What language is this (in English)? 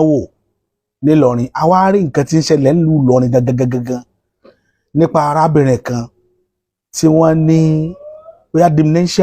Yoruba